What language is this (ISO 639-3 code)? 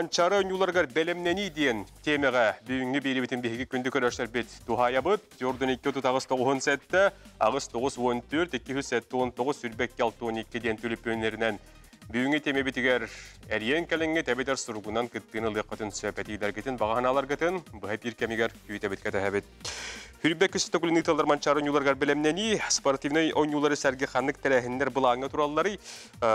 sah